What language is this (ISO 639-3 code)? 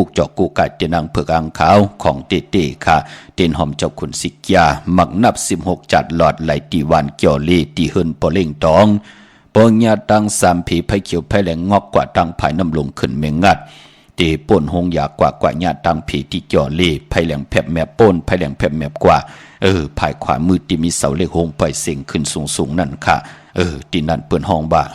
shn